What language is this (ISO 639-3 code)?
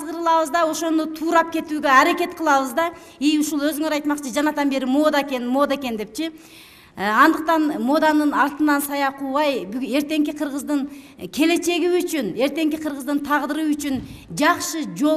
kir